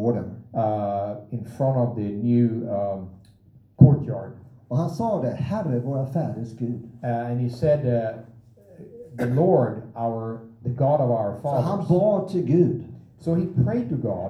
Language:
Swedish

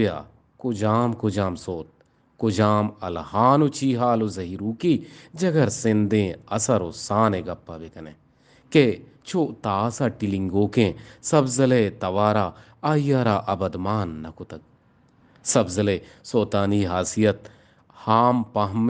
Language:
Eastern Balochi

